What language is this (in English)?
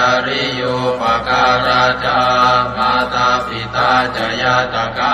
Pali